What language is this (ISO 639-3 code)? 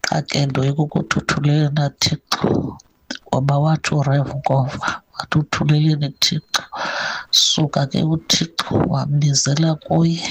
xho